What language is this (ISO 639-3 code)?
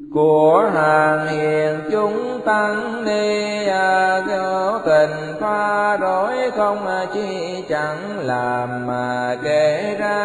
vie